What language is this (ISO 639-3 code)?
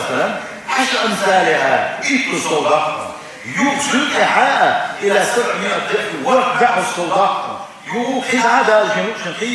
che